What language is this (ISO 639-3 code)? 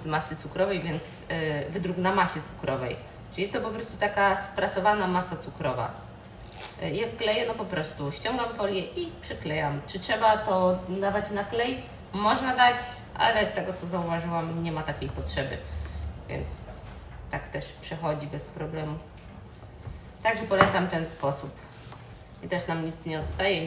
pol